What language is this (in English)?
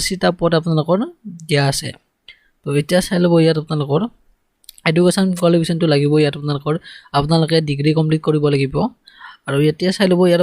Assamese